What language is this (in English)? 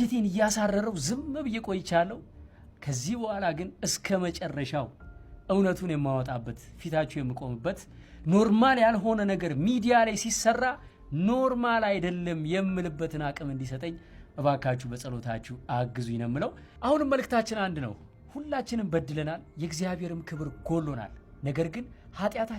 Amharic